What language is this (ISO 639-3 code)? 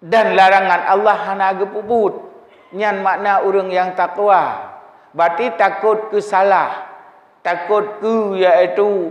ace